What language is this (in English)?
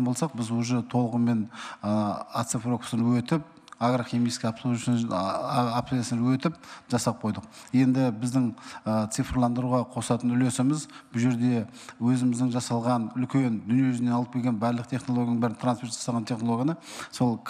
Kazakh